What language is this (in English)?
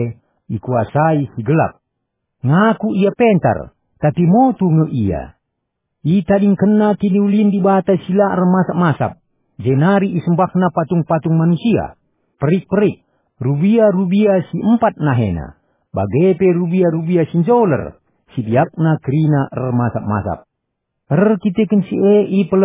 Batak Karo